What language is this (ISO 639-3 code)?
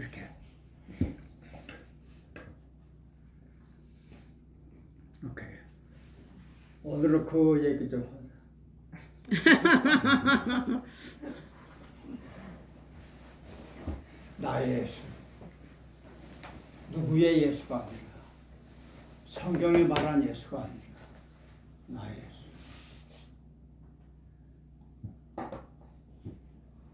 kor